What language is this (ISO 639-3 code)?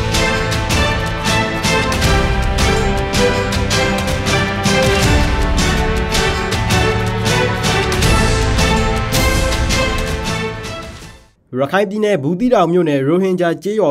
mya